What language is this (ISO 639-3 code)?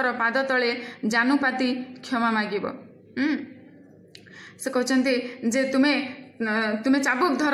ori